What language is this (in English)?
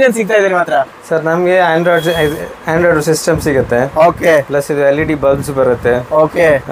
Kannada